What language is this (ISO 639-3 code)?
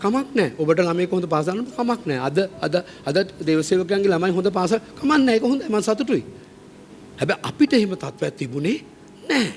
sin